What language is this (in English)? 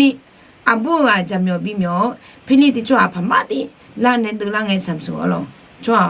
Akha